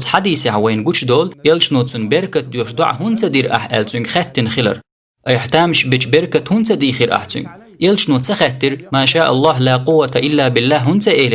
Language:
Chechen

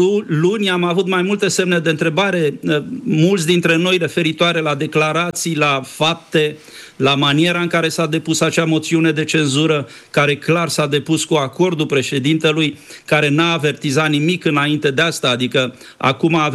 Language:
Romanian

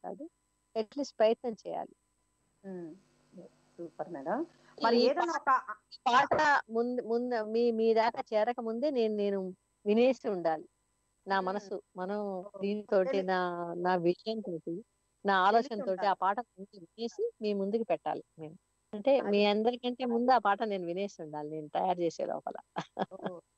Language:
Telugu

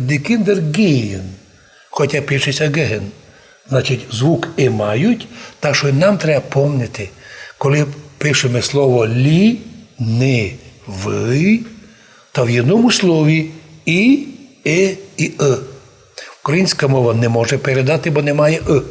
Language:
Rusyn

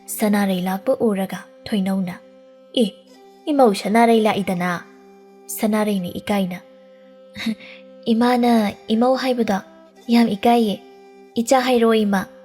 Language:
Manipuri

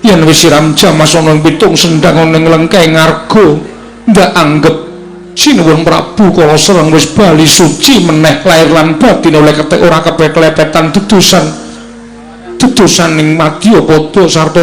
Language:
Javanese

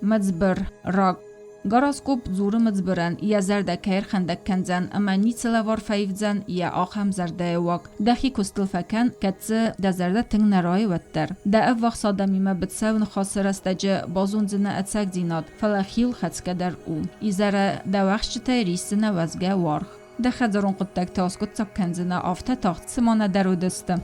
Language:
Ossetic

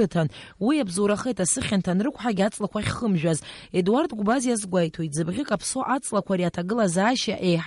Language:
Abkhazian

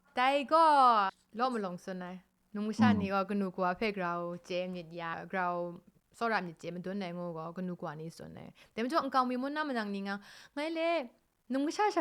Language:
Kachin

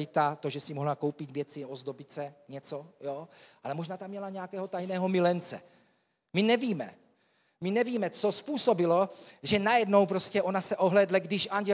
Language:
Czech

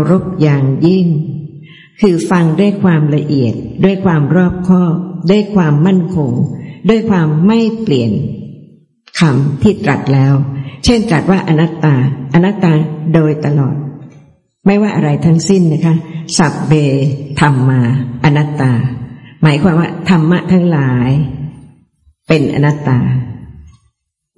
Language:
Thai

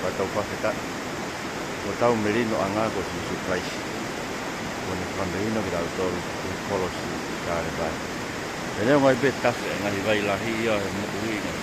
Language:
Tongan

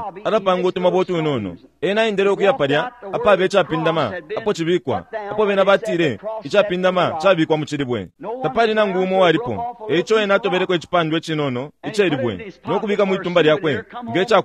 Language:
Bemba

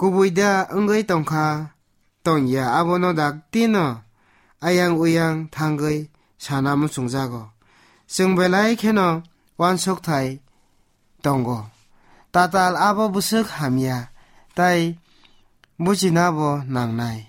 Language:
Kok Borok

